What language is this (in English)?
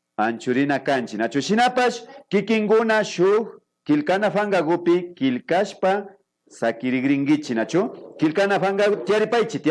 Imbabura Highland Quichua